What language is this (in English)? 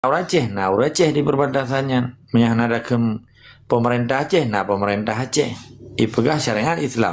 Achinese